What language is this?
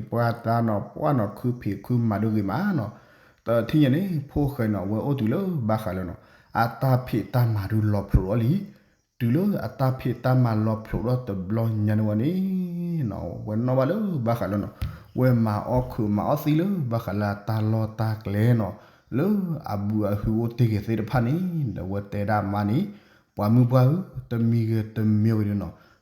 S'gaw Karen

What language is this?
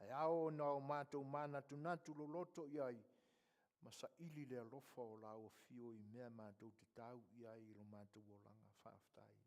Samoan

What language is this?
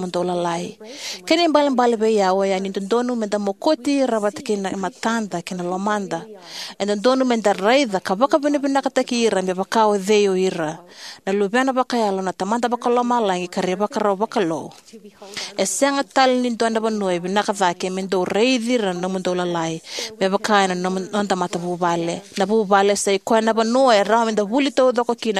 Fijian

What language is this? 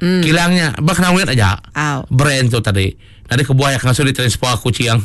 Iban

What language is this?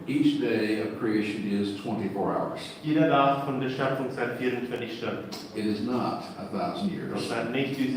Plautdietsch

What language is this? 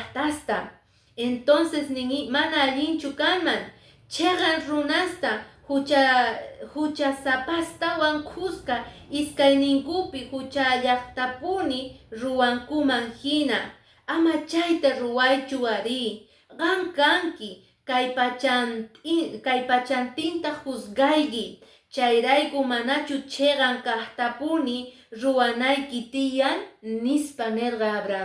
Quechua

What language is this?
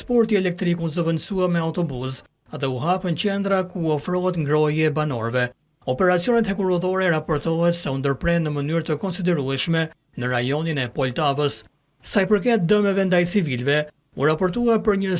Albanian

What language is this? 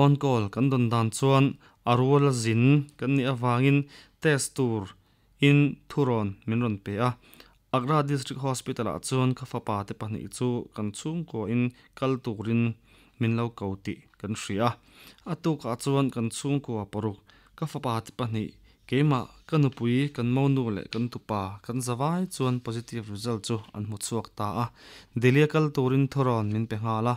Mizo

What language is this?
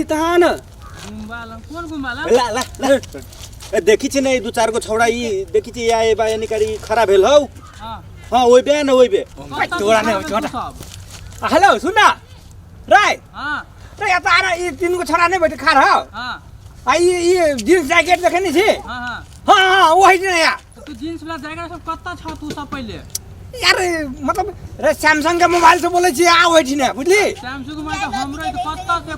Maithili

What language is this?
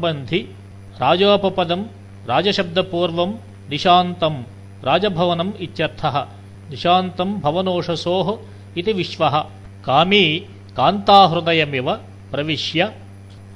Sanskrit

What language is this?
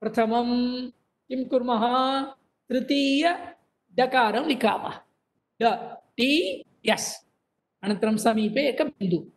Sanskrit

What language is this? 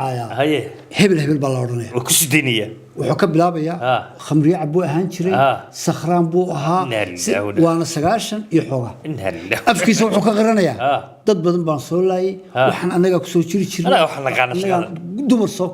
Somali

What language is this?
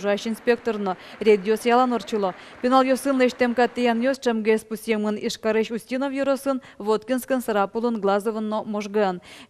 Udmurt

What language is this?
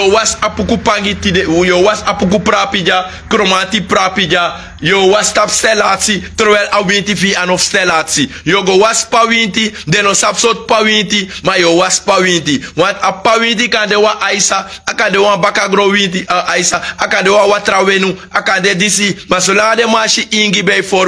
Sranan Tongo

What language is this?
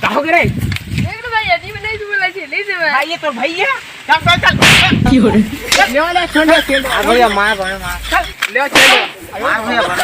Chhattisgarhi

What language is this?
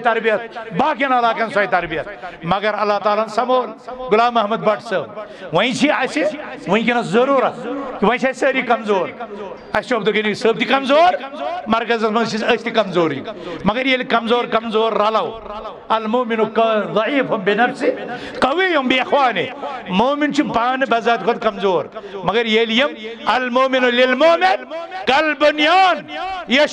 Kashmiri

